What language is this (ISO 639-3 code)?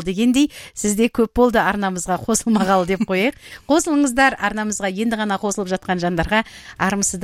kaz